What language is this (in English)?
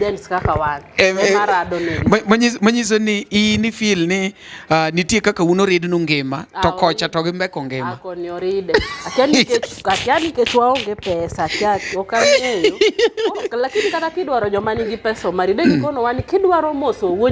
Luo (Kenya and Tanzania)